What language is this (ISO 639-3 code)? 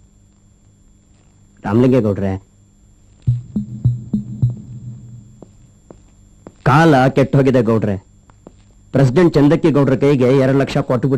kan